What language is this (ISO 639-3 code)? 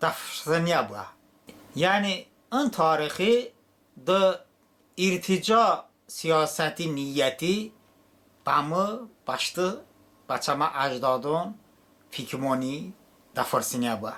tly